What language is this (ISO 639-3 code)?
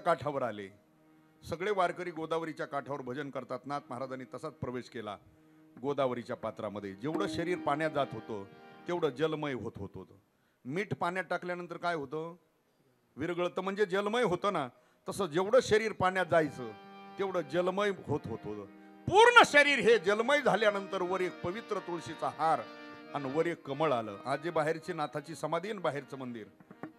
mar